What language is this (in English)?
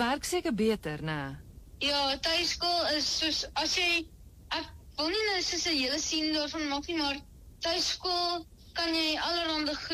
Afrikaans